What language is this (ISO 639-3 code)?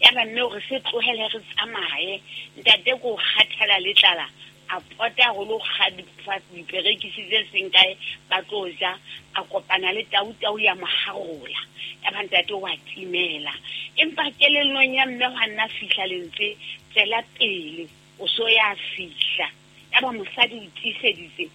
sot